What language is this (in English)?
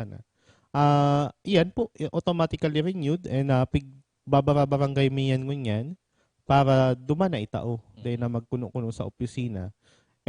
Bikol